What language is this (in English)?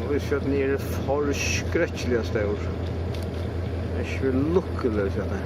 Faroese